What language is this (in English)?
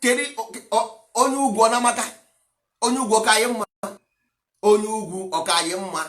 Igbo